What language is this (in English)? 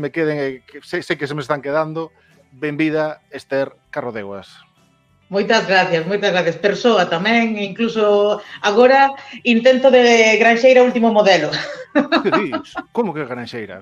Galician